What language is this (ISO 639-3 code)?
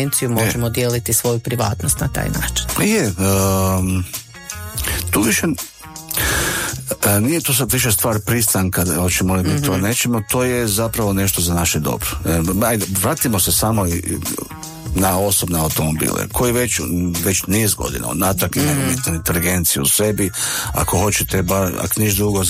hrv